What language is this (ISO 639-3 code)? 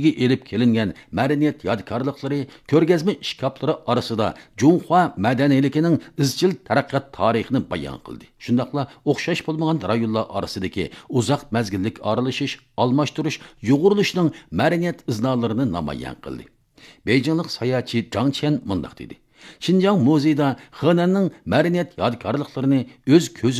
uig